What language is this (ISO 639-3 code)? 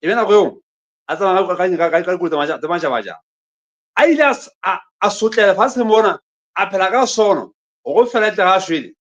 sot